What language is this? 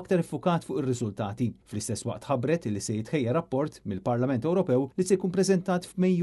Maltese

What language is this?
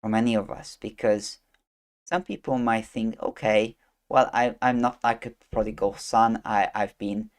English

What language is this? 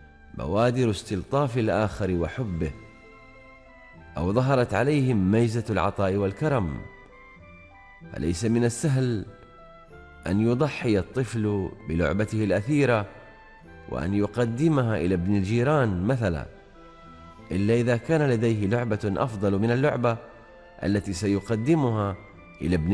Arabic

